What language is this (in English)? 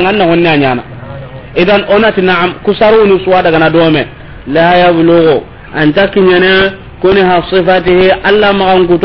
Soninke